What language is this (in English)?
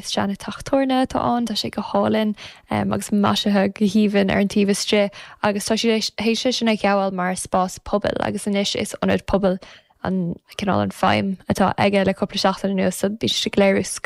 Irish